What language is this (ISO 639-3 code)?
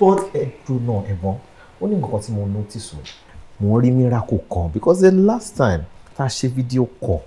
yor